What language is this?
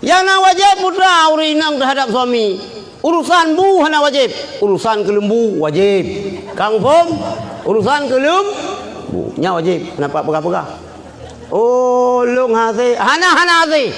Achinese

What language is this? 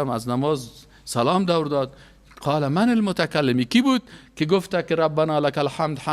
Persian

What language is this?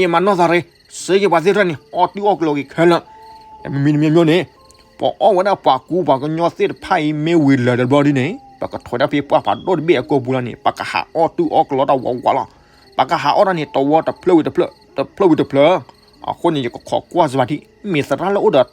S'gaw Karen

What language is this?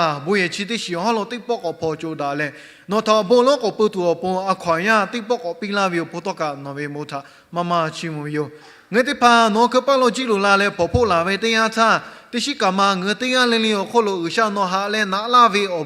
Lahu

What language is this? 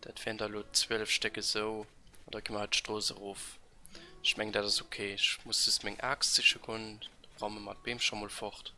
Luxembourgish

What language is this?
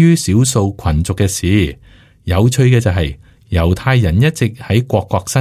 Cantonese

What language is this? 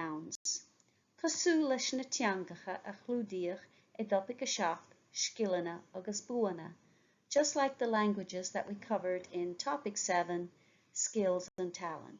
Irish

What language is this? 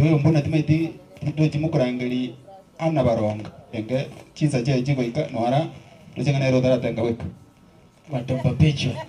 Gusii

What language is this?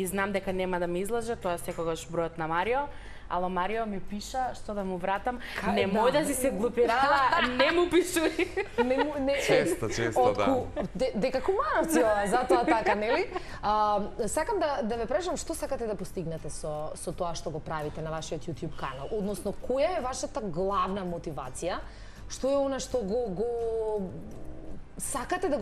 Macedonian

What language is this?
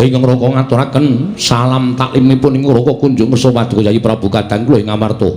Javanese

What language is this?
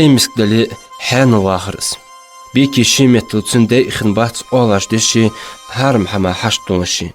Ingush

